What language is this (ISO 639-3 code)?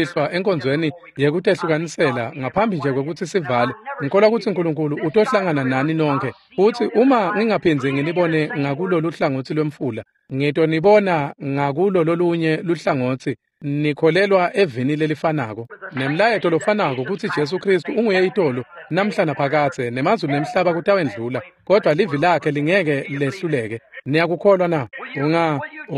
ssw